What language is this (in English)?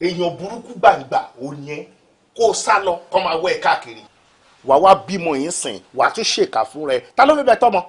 Yoruba